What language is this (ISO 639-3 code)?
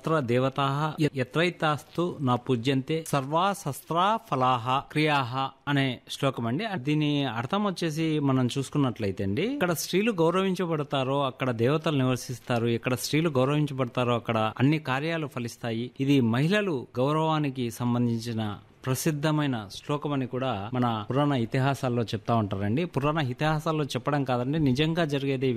tel